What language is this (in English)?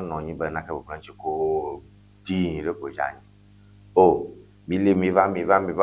Ewe